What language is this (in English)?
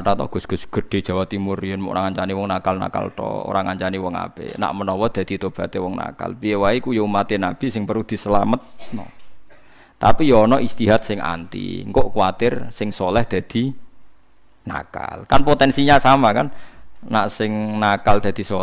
Javanese